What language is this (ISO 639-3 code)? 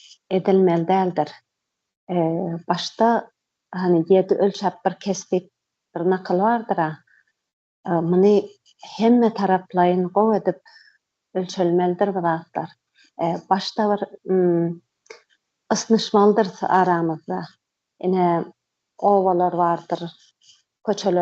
tuk